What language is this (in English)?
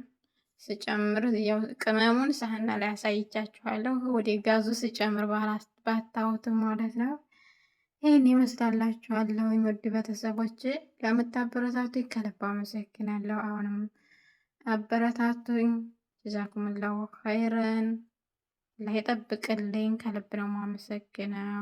Amharic